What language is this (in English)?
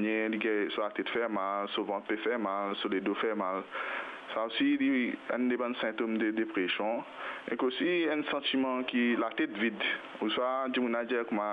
Morisyen